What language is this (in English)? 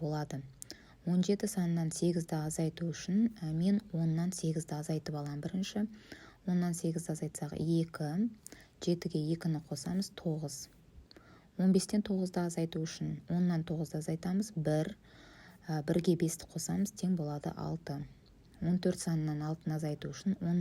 Kazakh